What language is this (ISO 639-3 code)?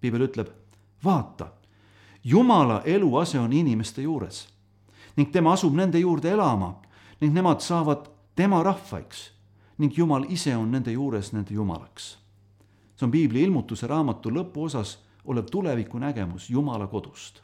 est